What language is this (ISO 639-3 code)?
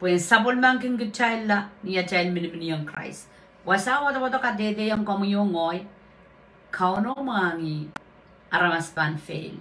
pon